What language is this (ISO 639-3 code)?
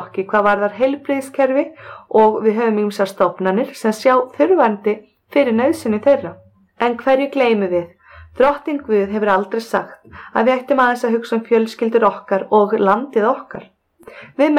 isl